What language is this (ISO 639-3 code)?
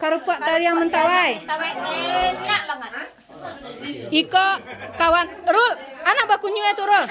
min